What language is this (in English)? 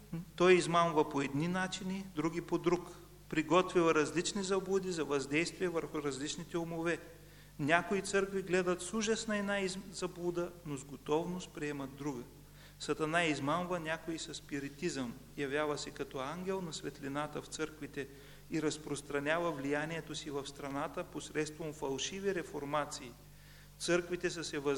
Bulgarian